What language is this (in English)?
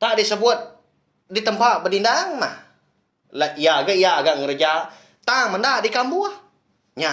Iban